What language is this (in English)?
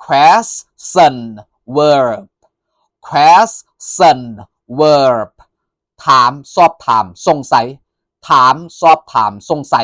Lao